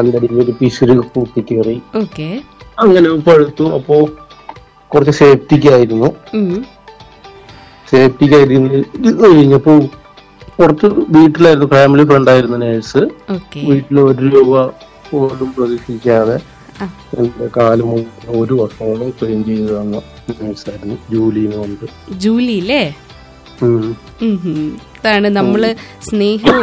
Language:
Malayalam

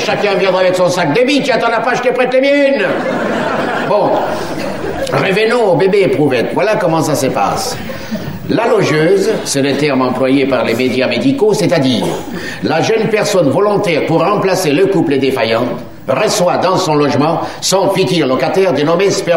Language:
French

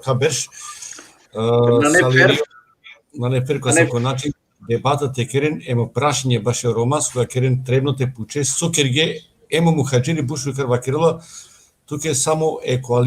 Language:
Balkan Romani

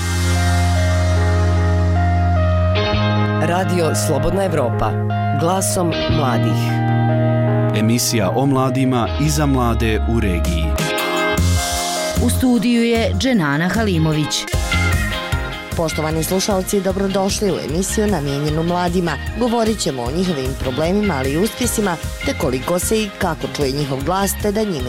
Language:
Bosnian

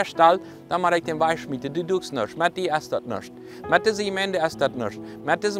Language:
Plautdietsch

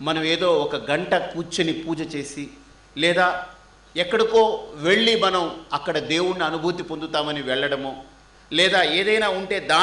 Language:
Telugu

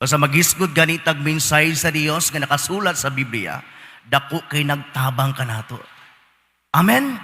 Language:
Cebuano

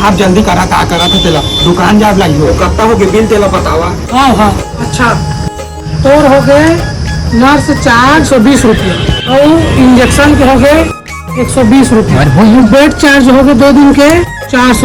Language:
Chhattisgarhi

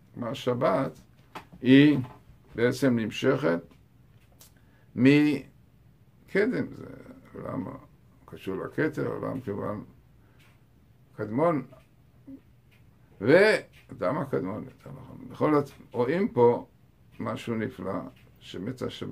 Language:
Hebrew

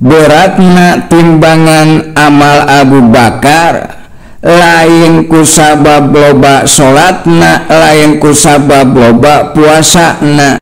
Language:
Sundanese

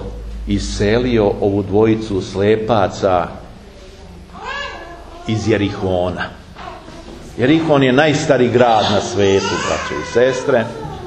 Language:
Serbian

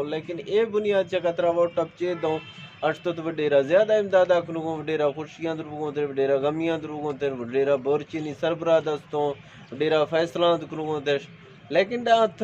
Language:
Eastern Balochi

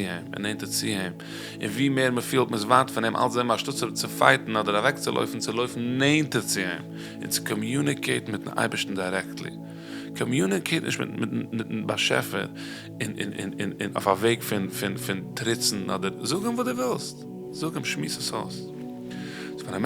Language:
Yiddish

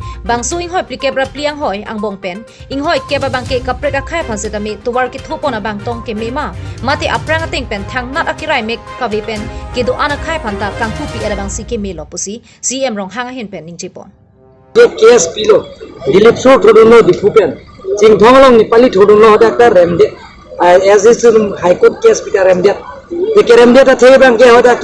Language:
Karbi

